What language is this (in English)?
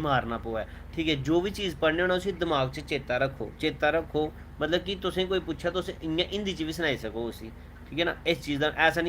Dogri